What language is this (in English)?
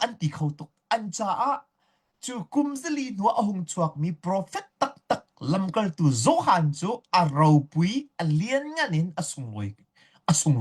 Hakha Chin